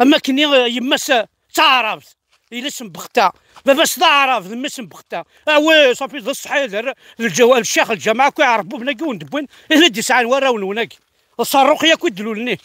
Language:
Kabyle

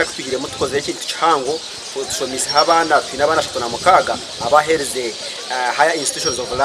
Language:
Nyankole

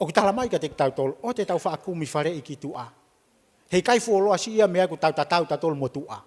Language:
Tongan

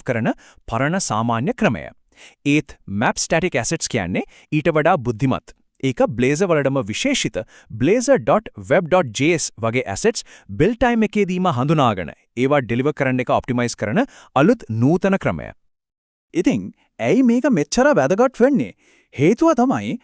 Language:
Sinhala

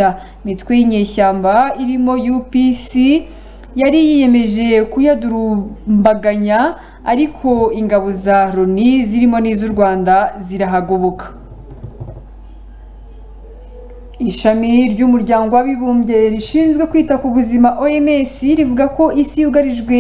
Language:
Kinyarwanda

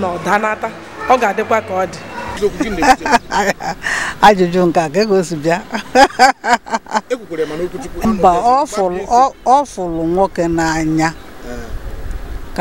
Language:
Igbo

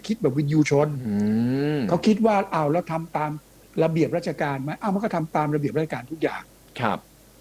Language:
Thai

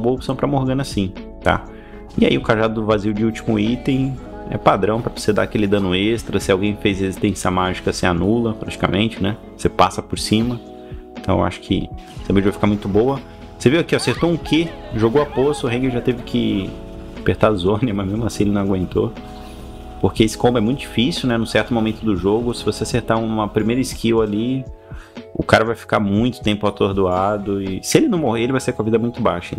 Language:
Portuguese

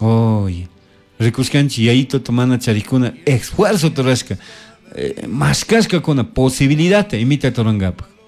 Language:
Chimborazo Highland Quichua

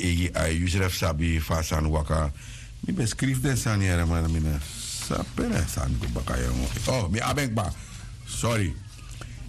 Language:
Sranan Tongo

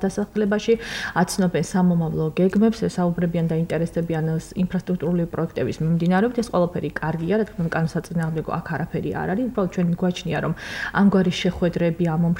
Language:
Georgian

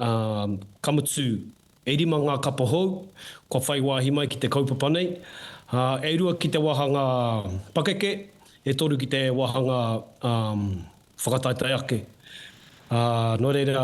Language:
Māori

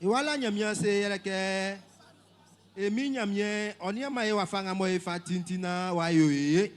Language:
Baoulé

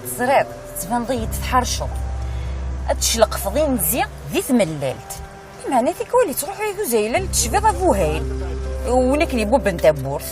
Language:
Kabyle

